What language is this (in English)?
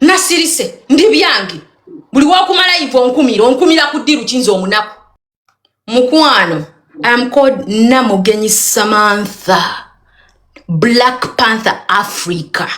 Ganda